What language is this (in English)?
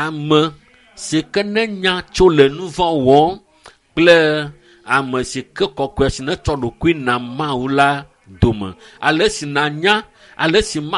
Ewe